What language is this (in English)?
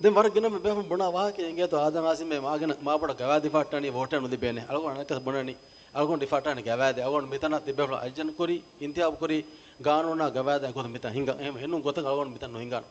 Divehi